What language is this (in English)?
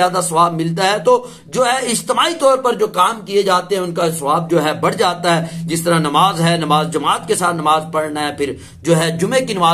Urdu